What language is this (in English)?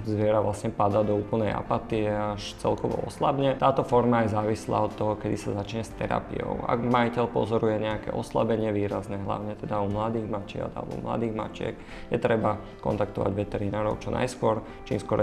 Slovak